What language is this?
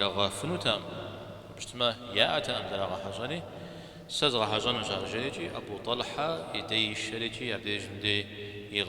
Kabardian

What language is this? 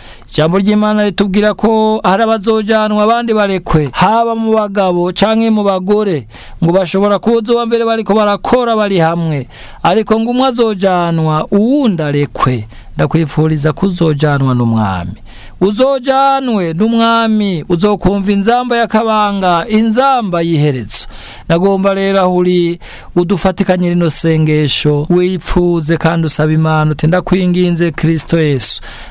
Rundi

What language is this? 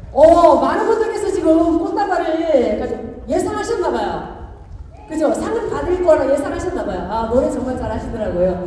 Korean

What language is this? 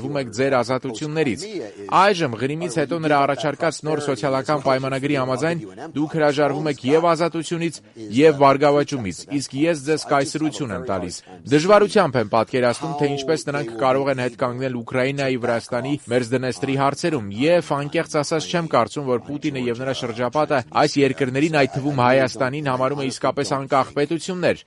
Armenian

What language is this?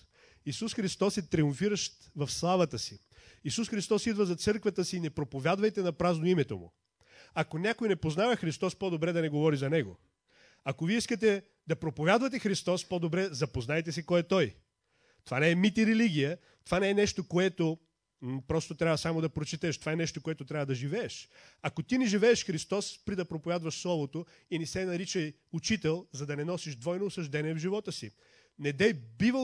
Bulgarian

